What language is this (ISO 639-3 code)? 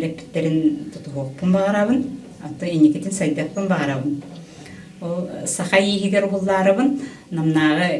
sah